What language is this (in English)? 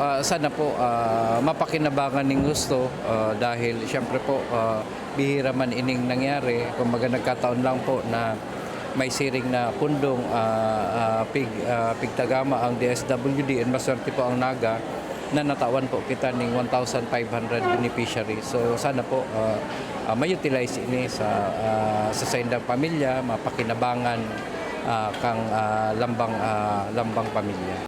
Bikol